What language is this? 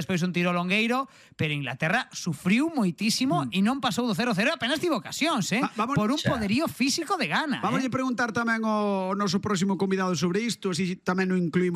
Galician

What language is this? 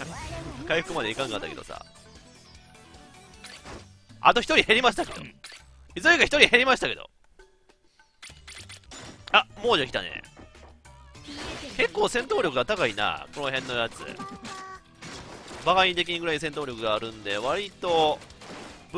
Japanese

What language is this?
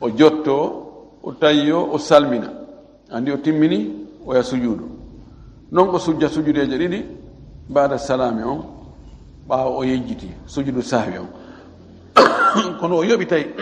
Fula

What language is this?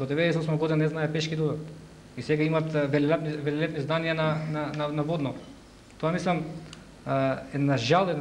Macedonian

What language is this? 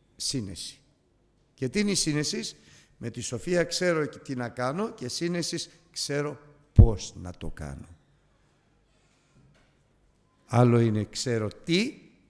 Greek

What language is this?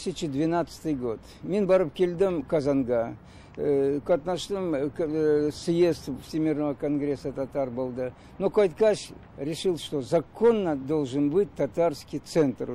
Tatar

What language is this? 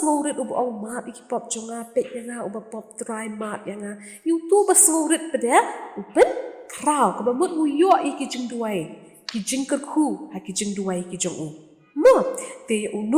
Khasi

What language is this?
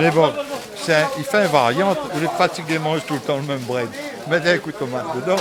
Réunion Creole French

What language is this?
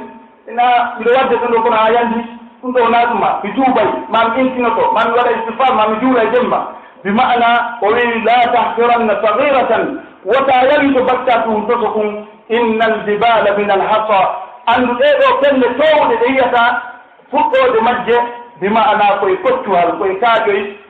Pular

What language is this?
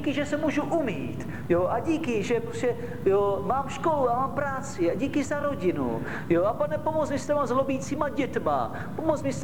Czech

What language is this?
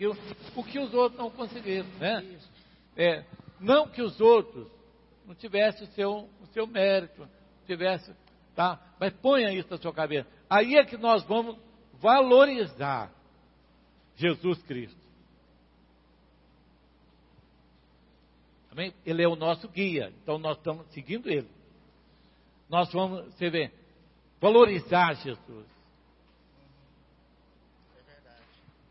Portuguese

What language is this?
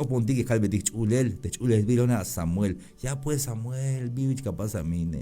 Tzeltal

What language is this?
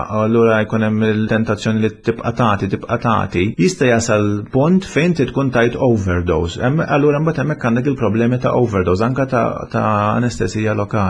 Maltese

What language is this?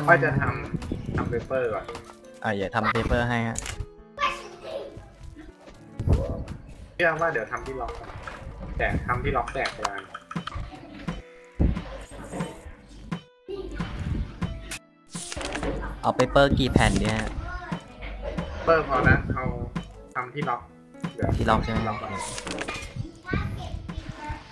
Thai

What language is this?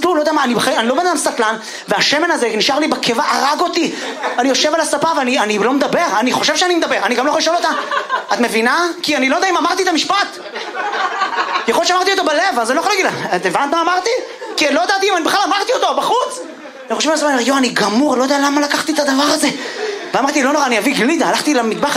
Hebrew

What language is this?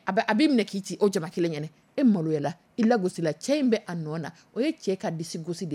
Dyula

